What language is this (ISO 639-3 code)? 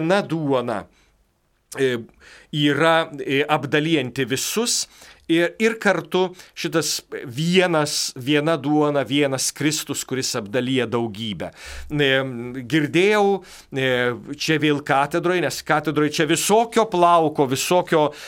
lit